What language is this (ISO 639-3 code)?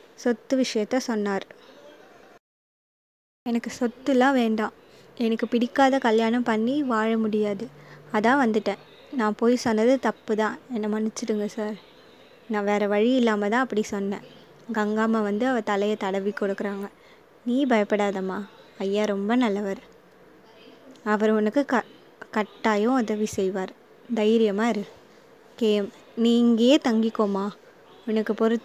tam